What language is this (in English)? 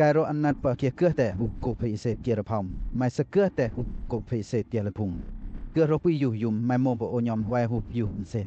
Western Lawa